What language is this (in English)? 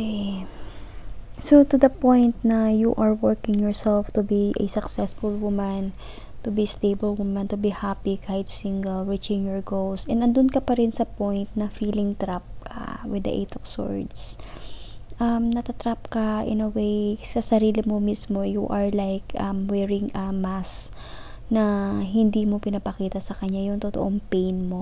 Filipino